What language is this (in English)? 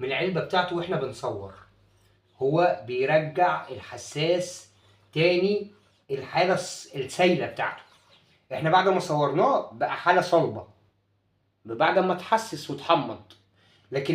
Egyptian Arabic